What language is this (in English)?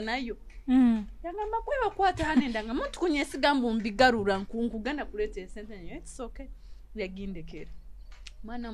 Nyoro